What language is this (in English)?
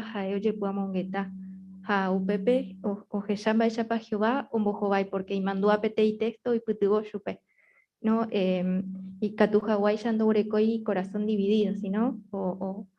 Guarani